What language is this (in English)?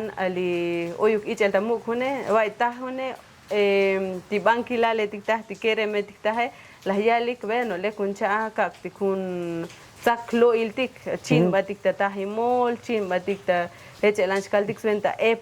Tzotzil